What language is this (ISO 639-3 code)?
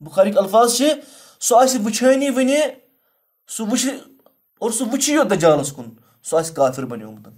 kas